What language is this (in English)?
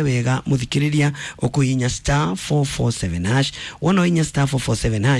Kikuyu